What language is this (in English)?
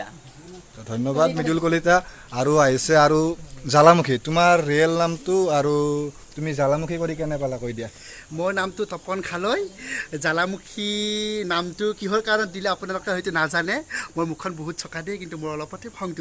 Assamese